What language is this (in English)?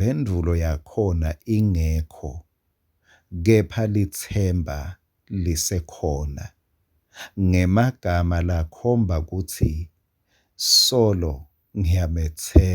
Swati